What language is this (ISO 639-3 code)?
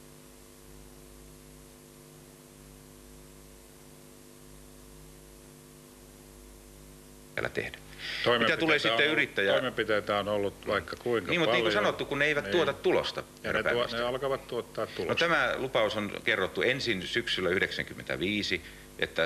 fin